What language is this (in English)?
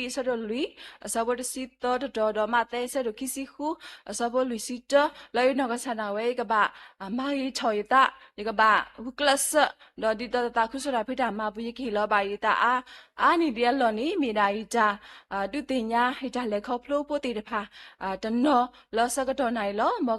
S'gaw Karen